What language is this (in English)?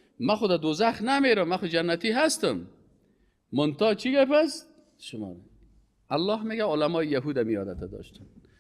Persian